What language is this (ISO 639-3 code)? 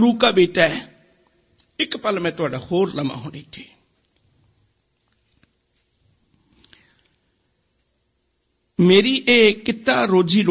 pan